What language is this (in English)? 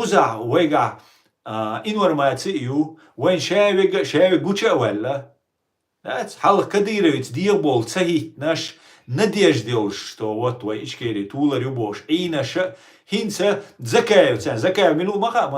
Chechen